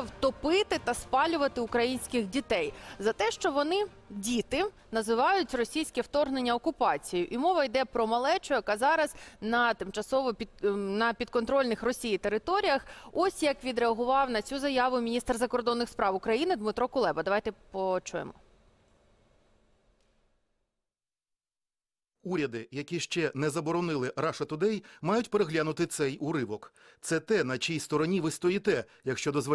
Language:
Ukrainian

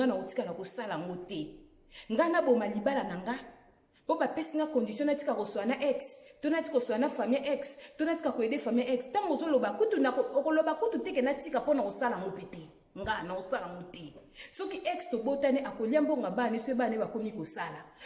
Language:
Lingala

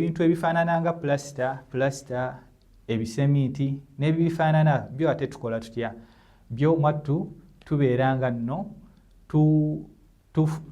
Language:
Ganda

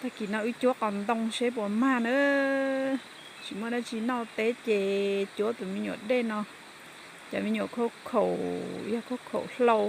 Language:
Hmong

